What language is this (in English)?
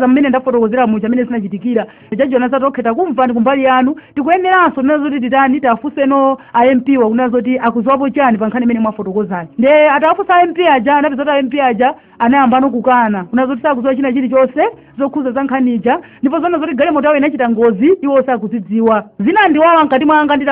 Nyanja